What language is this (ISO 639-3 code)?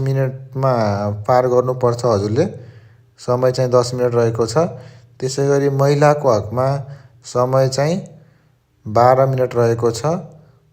nep